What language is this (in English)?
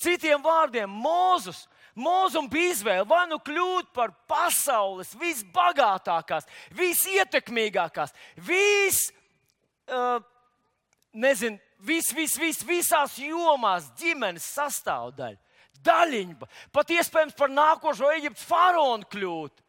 Latvian